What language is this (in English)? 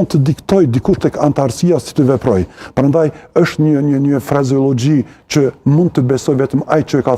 Albanian